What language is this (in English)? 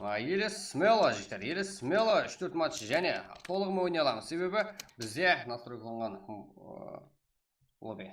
Kara-Kalpak